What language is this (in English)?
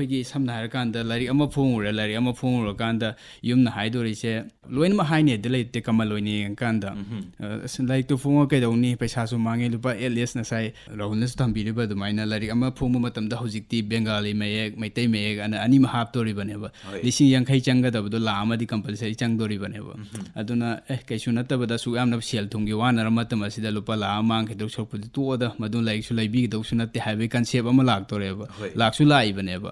Manipuri